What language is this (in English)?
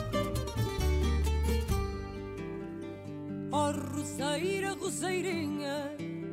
Greek